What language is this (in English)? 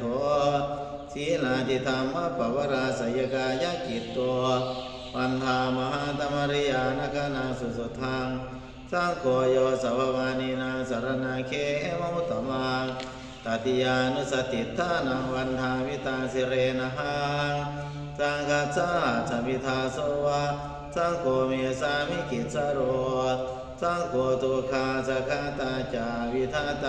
Pali